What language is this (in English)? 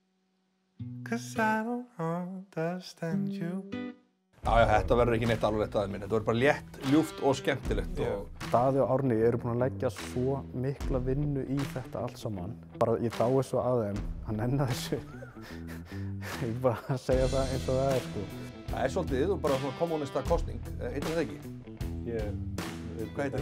Icelandic